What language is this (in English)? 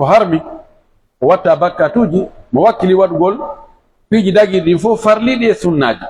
Pular